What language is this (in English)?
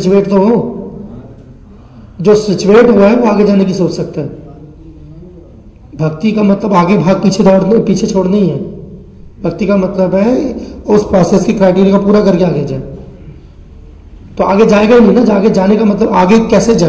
Hindi